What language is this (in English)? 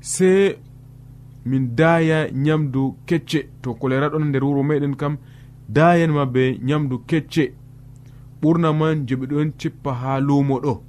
Nigerian Fulfulde